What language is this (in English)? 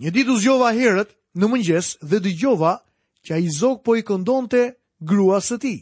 Albanian